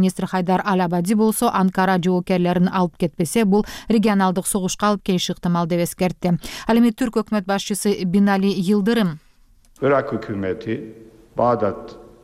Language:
Kyrgyz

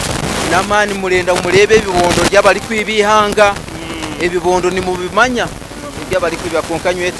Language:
Nyankole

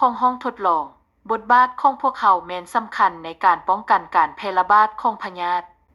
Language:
Lao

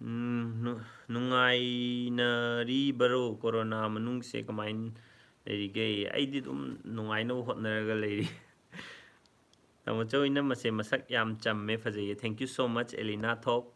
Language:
Manipuri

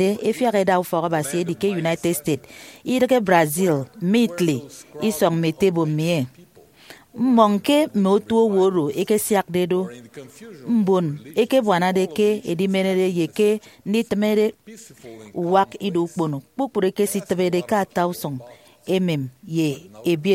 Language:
Efik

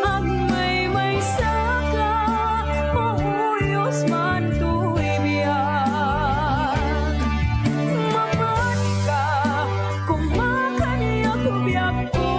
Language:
Iloko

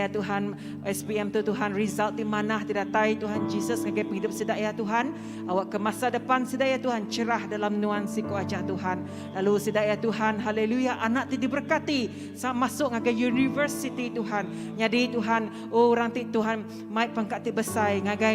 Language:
Iban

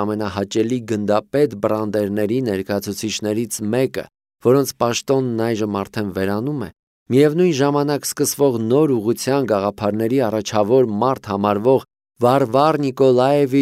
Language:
Armenian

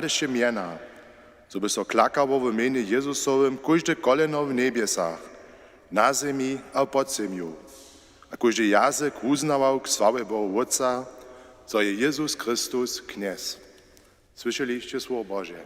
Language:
Upper Sorbian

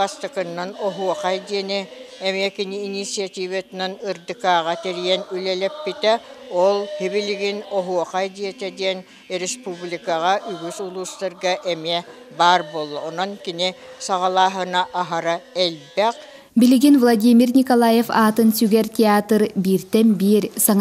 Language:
Yakut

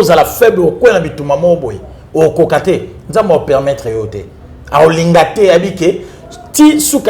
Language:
Lingala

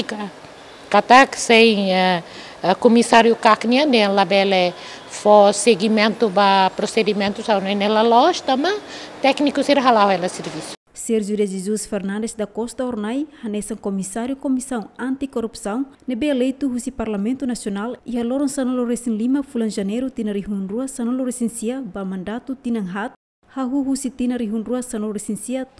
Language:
Tetum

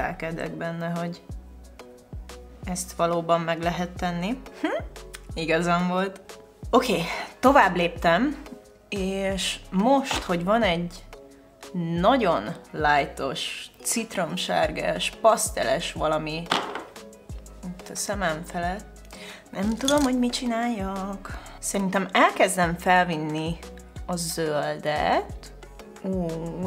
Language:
Hungarian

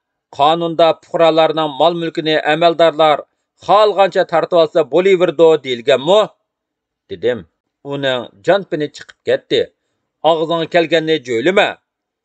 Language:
Uyghur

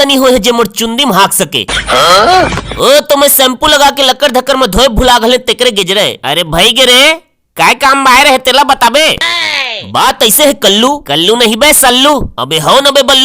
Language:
Chhattisgarhi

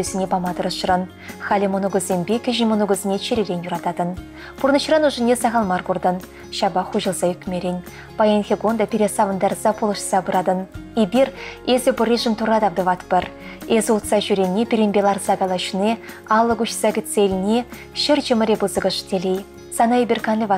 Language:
Chuvash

